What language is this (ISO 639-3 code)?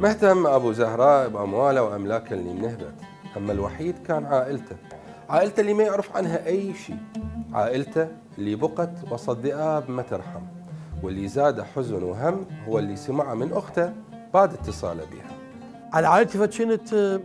acm